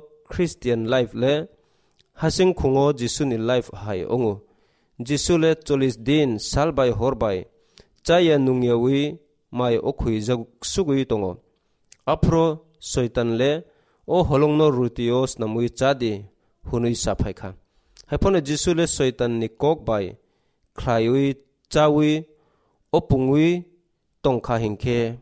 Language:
Kok Borok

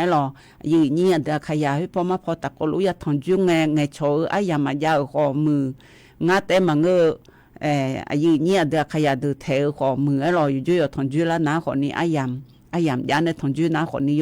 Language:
Akha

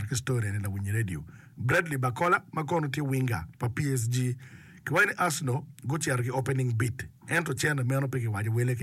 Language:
Acoli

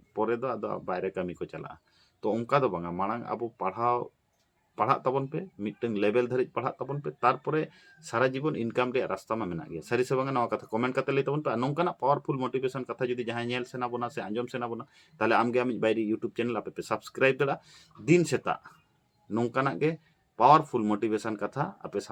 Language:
Santali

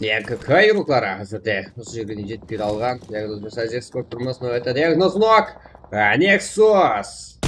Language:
Kara-Kalpak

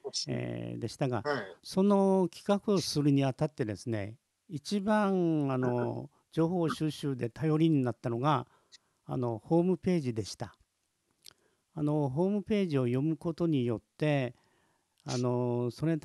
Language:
Japanese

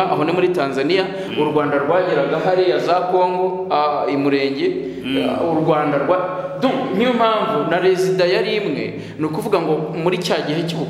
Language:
Kinyarwanda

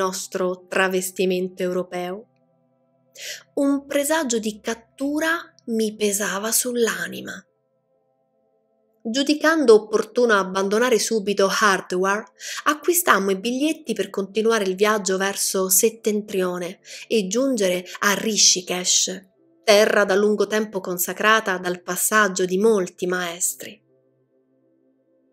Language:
Italian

